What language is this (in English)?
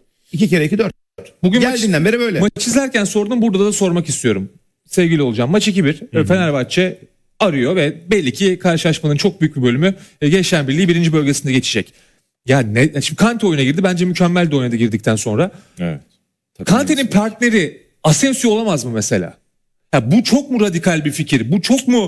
Turkish